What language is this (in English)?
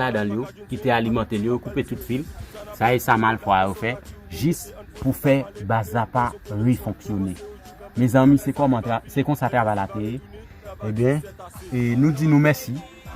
Haitian Creole